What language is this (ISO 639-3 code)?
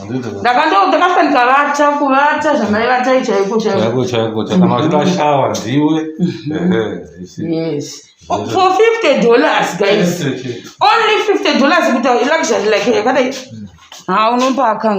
sna